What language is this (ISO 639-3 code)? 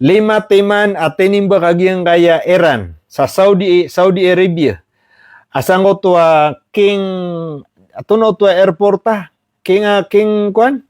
mrw